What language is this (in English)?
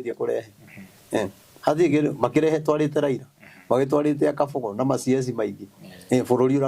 Kikuyu